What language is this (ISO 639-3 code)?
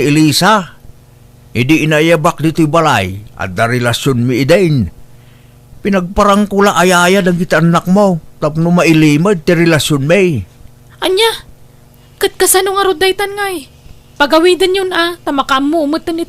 ilo